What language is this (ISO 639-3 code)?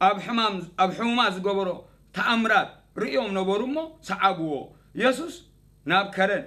tir